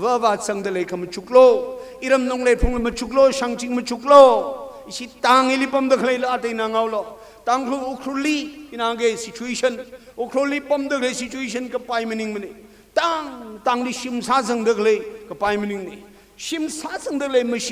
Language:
Tangkhul Naga (India)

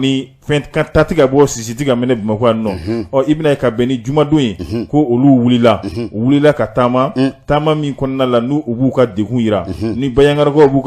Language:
Bambara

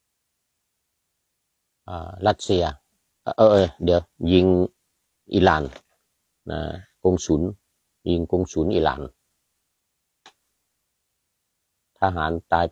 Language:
Thai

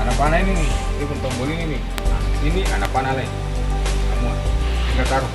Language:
Ambonese Malay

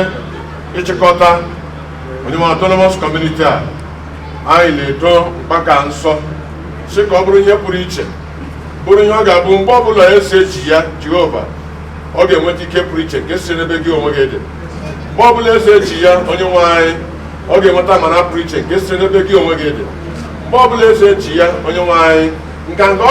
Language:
Igbo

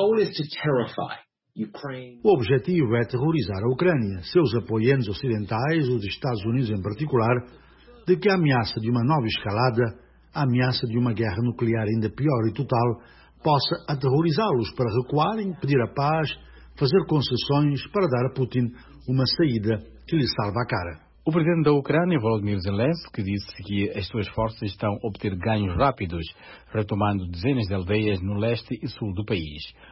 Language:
Portuguese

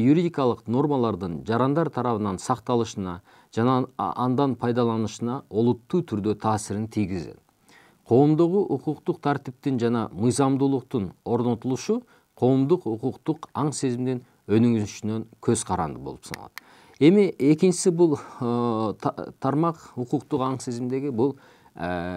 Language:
Kyrgyz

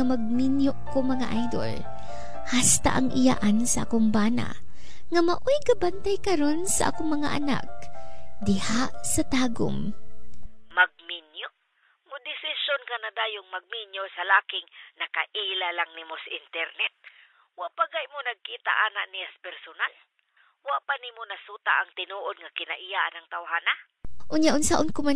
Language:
Cebuano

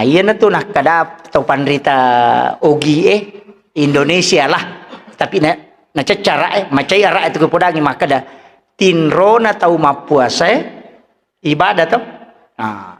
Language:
Buginese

